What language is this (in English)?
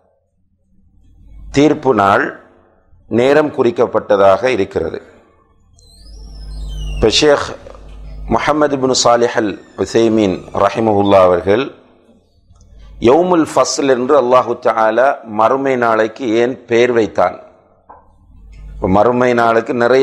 Tamil